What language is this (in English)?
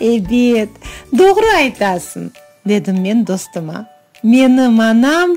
Crimean Tatar